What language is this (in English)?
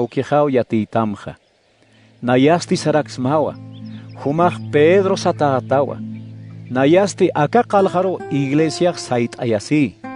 Aymara